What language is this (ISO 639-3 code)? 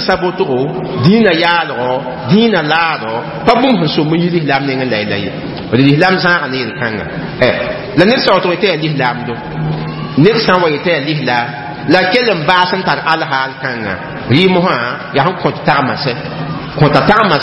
mos